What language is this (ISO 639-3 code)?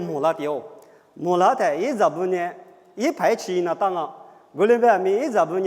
lis